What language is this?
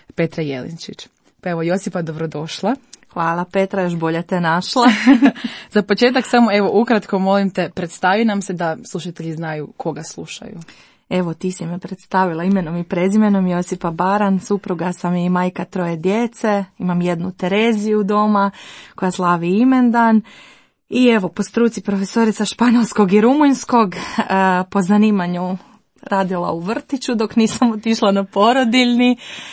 Croatian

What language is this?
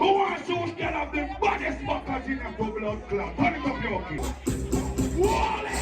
Jamaican Creole English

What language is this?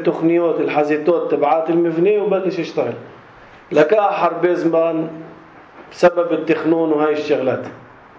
North Levantine Arabic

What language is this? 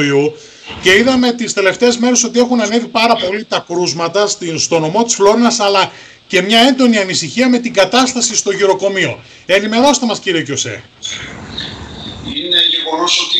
Greek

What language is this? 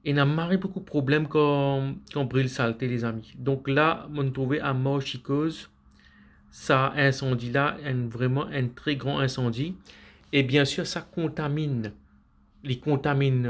Morisyen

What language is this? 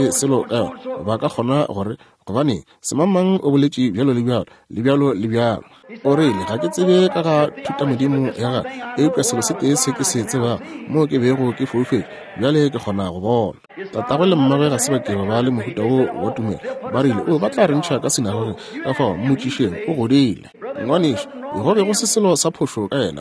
Northern Sotho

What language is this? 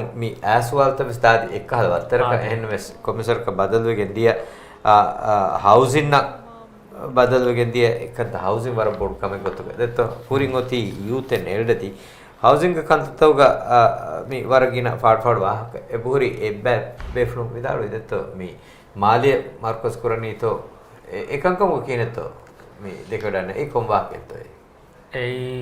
Divehi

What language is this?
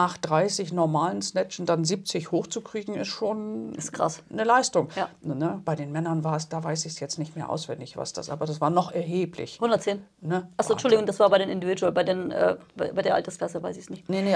German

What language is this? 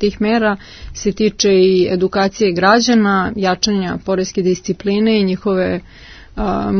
Serbian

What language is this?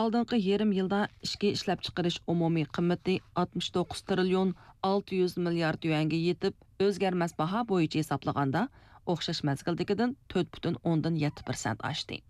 Uyghur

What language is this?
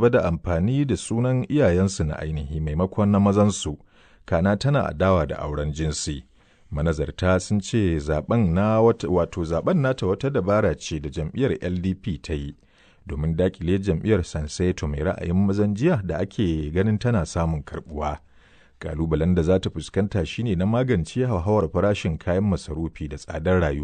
Hausa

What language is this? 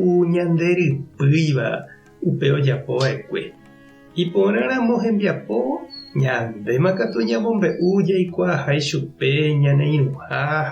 Guarani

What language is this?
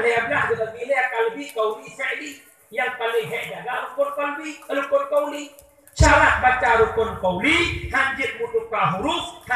Achinese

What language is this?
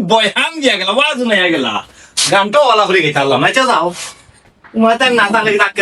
Sylheti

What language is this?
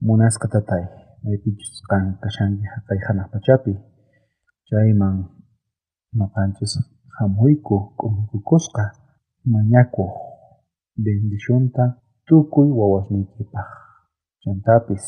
South Bolivian Quechua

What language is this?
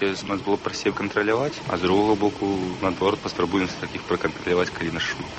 Belarusian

